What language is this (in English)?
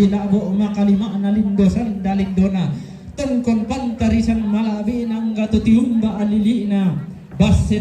Toraja-Sa'dan